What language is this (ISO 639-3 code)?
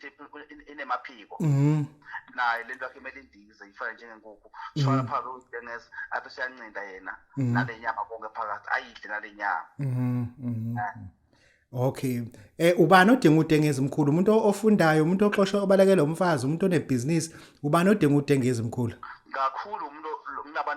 zul